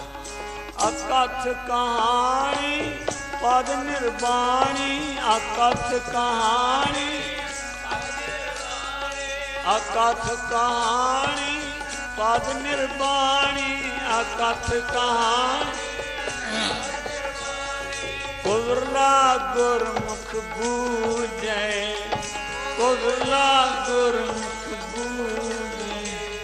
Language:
Punjabi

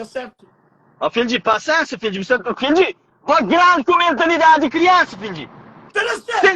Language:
Kabuverdianu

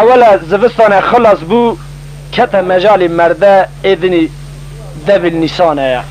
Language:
Kurdish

